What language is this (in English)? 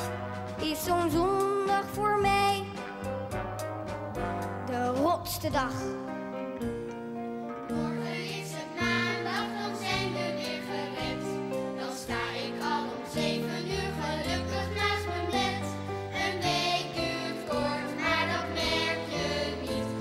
Dutch